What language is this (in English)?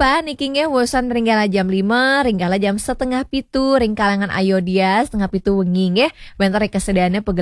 Balinese